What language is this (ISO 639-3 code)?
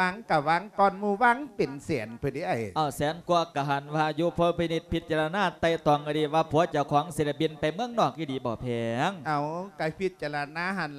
lao